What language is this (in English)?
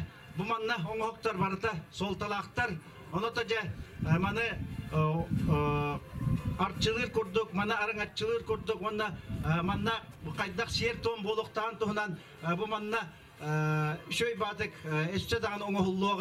Yakut